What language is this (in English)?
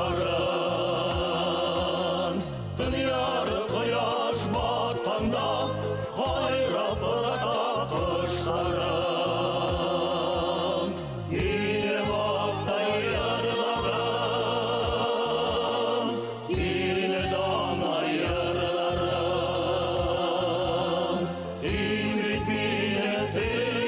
Bashkir